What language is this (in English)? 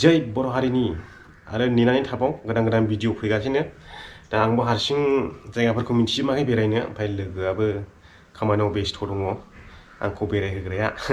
Bodo